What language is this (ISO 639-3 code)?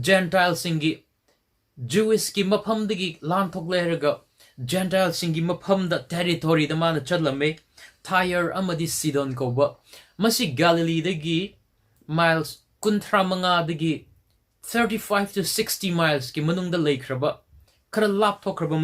mni